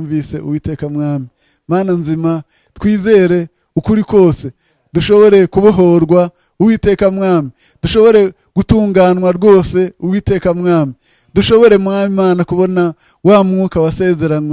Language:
Kinyarwanda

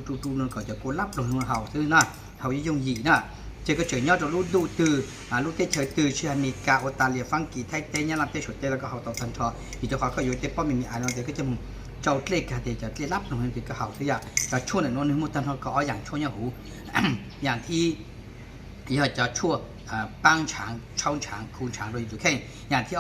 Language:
Hmong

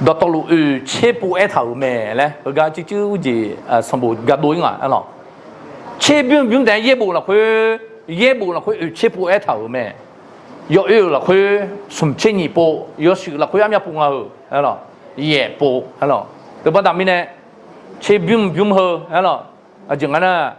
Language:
Akha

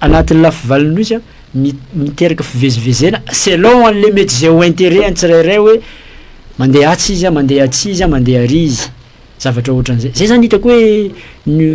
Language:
Malagasy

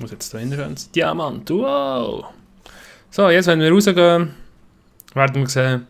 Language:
Swiss German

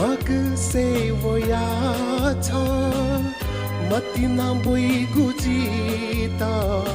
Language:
Newari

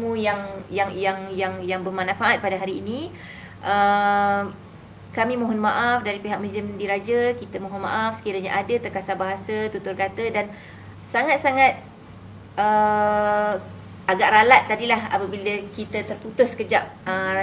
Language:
Malay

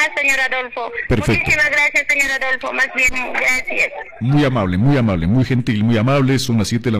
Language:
Spanish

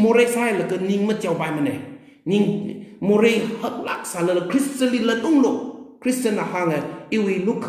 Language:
Tangkhul Naga (India)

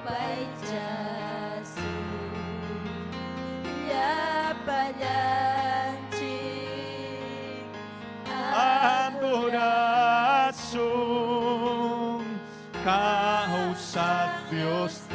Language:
Ayacucho Quechua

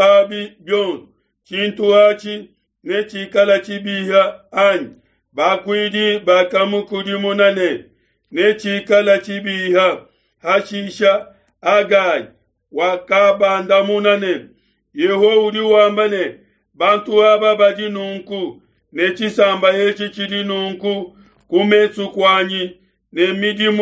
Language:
Luba-Lulua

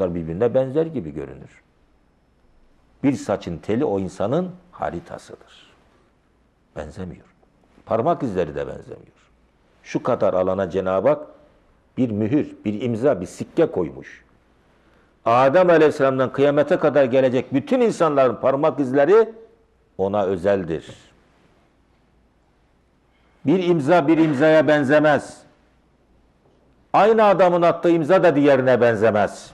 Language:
Turkish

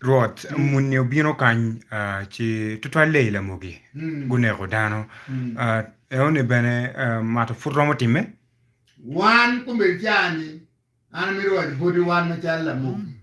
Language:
Acoli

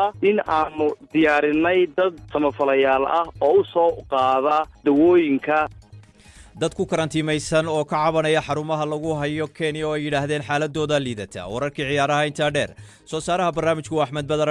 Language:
Somali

